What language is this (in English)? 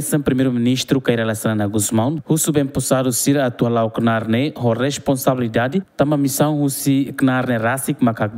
Tetum